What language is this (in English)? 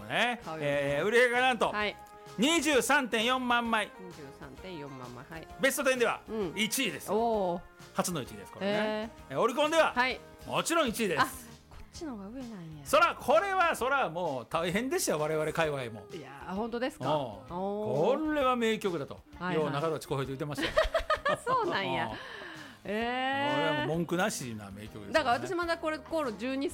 Japanese